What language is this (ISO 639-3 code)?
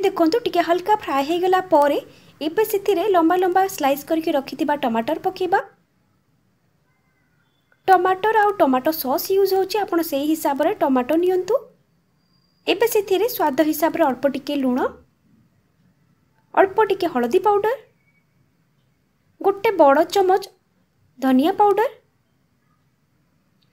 ori